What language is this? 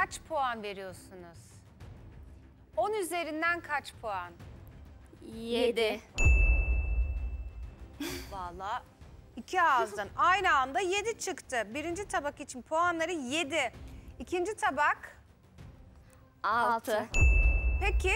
Turkish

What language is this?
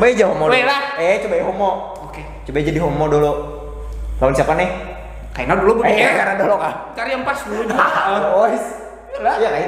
Banjar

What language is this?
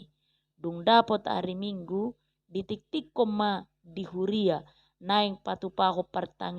Batak Toba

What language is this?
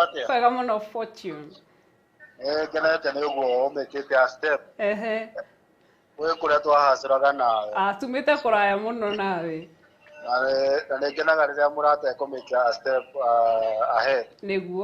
Kikuyu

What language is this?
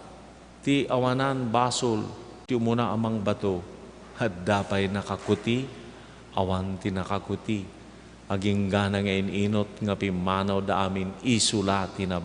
Iloko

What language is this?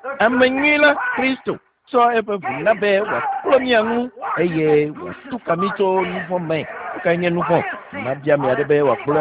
Ewe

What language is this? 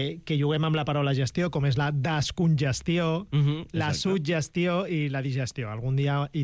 Catalan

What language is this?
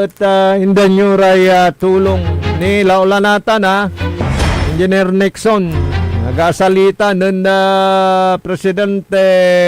Pangasinan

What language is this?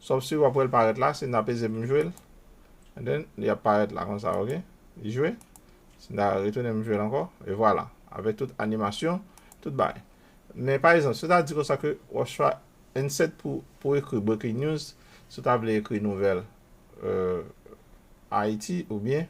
Haitian Creole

